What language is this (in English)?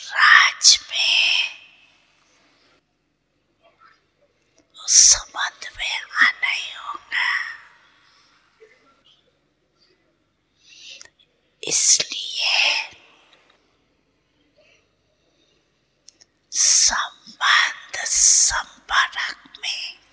Hindi